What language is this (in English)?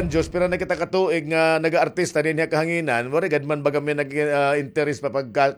Waray